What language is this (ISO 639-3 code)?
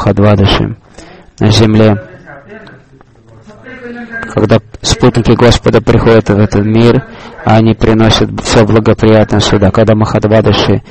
rus